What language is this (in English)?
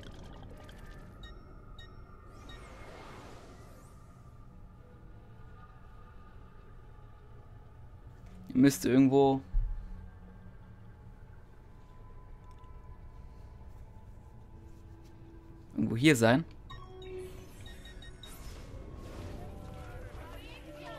German